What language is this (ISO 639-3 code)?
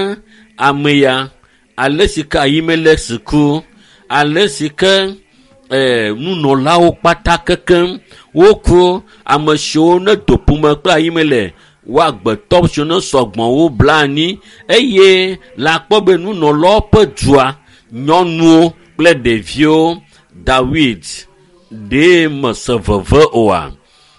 ewe